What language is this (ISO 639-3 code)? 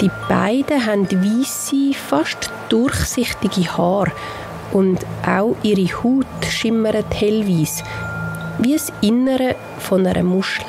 gsw